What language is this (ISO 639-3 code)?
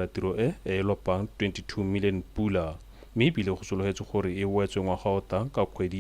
tsn